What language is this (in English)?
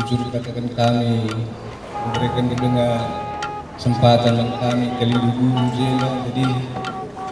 Batak Karo